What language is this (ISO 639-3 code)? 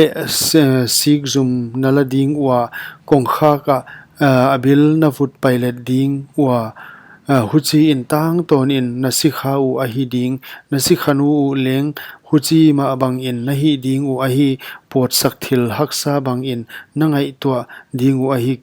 pck